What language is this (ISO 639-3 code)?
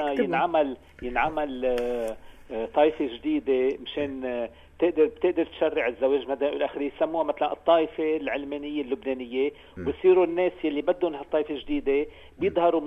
apc